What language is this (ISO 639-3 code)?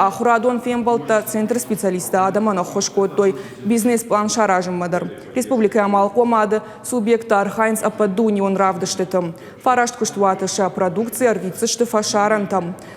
oss